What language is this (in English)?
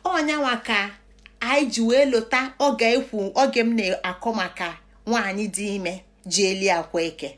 Igbo